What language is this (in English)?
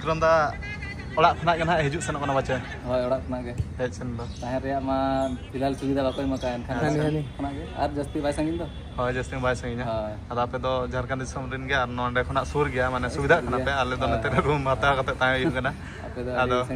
Santali